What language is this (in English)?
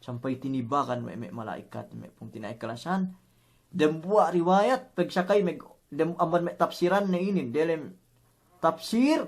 Yakan